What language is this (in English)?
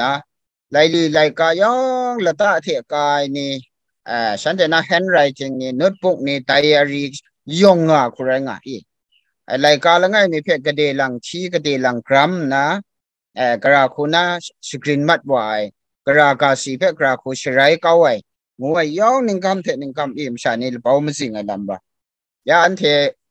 Kachin